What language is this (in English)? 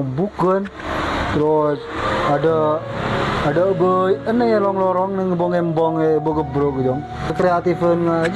Madurese